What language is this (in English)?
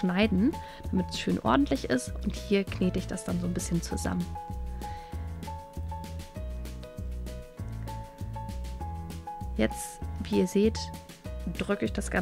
German